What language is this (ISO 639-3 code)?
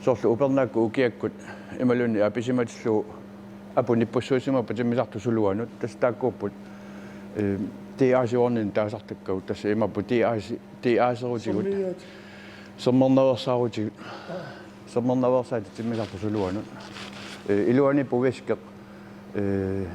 kal